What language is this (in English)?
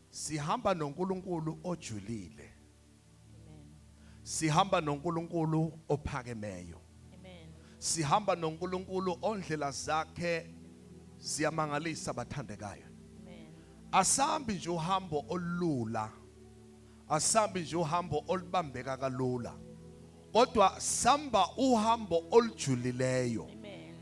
Zulu